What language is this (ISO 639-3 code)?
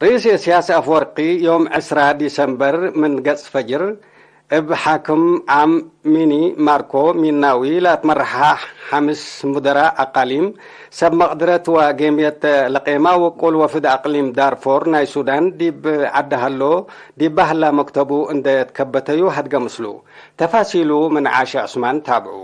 tig